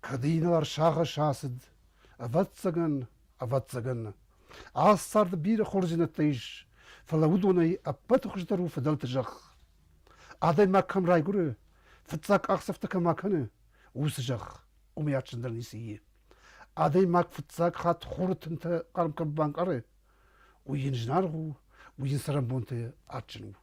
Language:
Ossetic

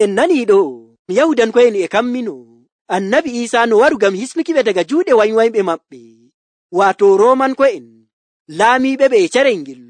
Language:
Nigerian Fulfulde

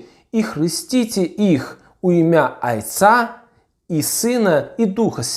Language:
Belarusian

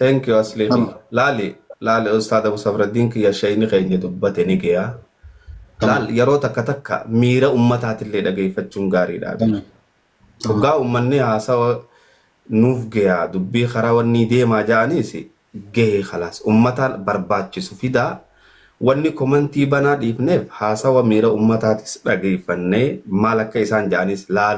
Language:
Oromo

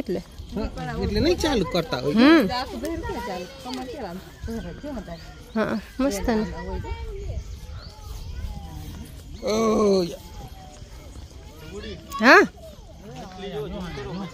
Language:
Gujarati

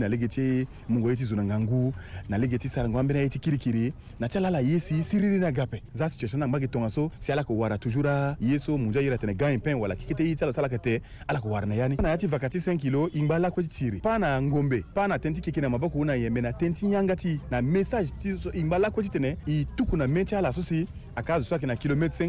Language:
Sango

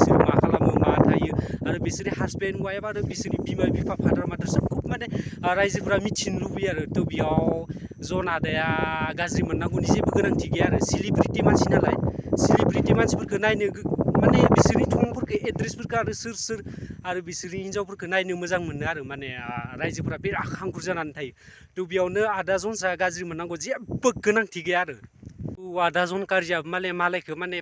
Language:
Bodo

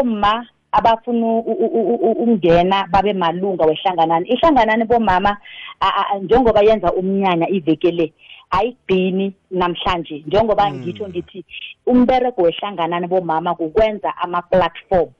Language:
South Ndebele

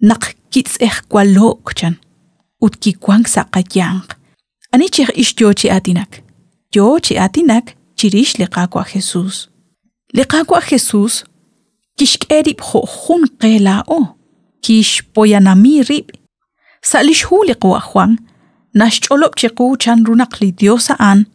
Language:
Kekchí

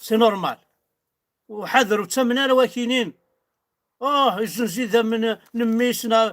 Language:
Kabyle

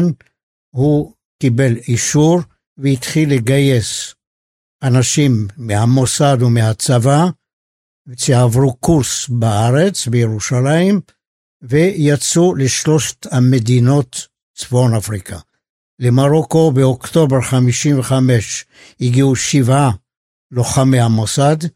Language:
Hebrew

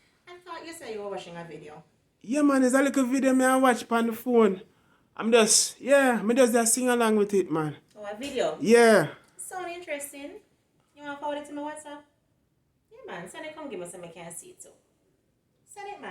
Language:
Jamaican Creole English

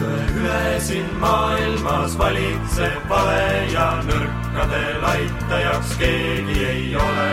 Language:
Estonian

